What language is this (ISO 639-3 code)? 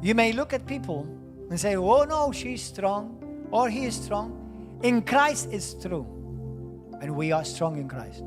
eng